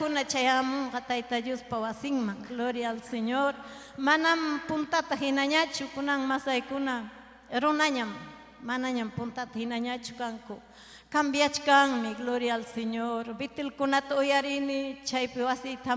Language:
Ayacucho Quechua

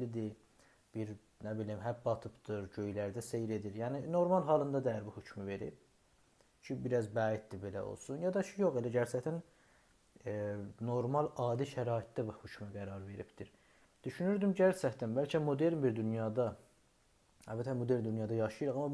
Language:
South Azerbaijani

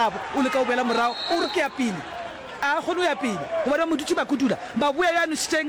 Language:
Northern Sotho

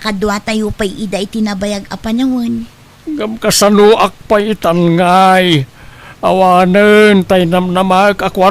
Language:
Iloko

